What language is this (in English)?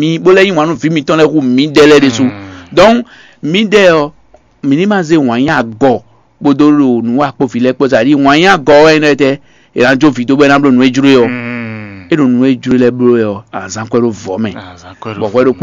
Fon